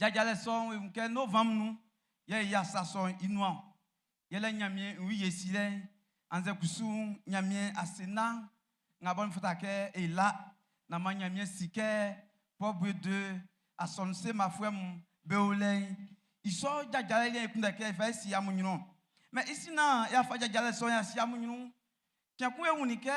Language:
Baoulé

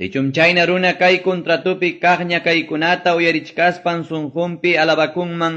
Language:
Quechua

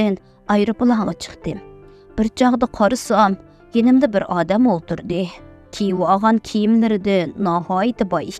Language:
Uyghur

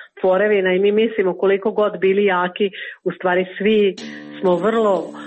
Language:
Croatian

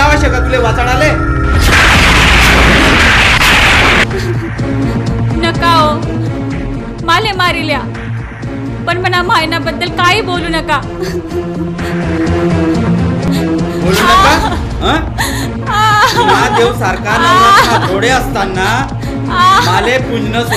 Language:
Marathi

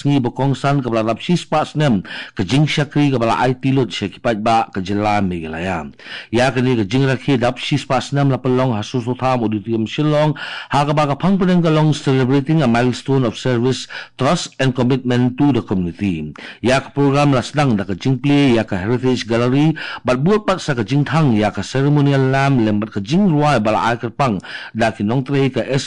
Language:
Khasi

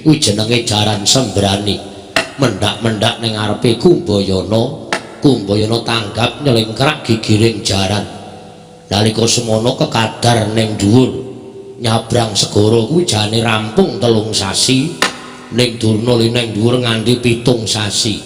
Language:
Javanese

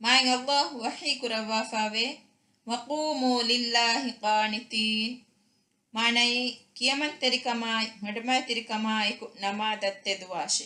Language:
Divehi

